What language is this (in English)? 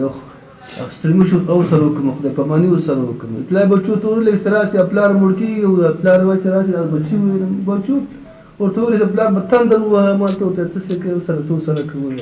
Pashto